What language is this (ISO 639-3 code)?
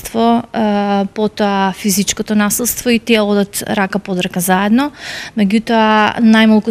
mkd